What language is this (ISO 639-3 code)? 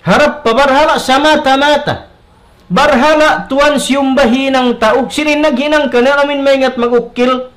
tsg